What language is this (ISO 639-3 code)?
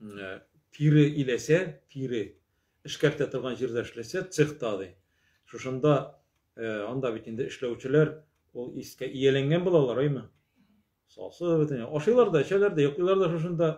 tat